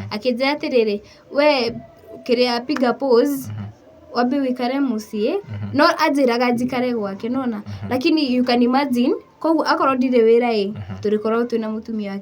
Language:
Kikuyu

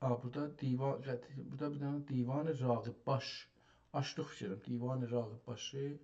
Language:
South Azerbaijani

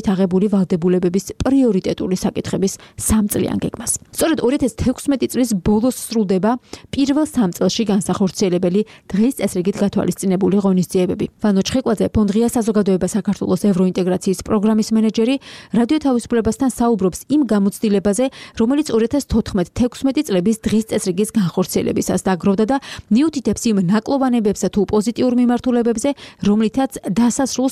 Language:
Georgian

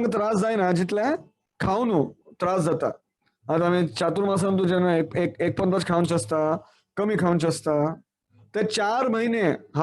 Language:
Konkani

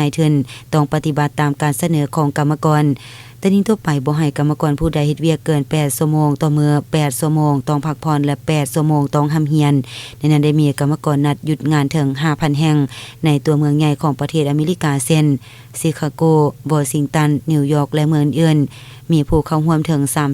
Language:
Lao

